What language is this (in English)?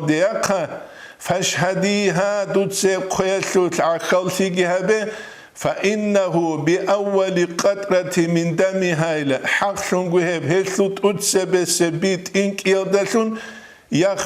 Avaric